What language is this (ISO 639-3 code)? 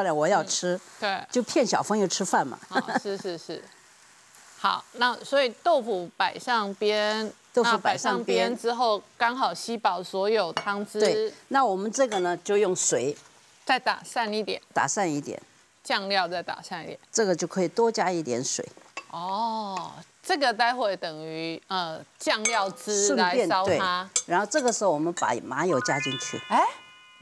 zho